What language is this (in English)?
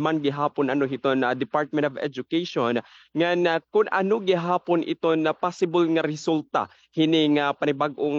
Waray